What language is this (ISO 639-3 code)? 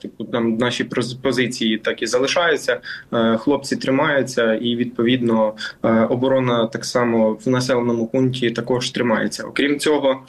ukr